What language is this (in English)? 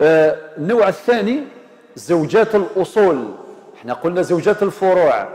Algerian Arabic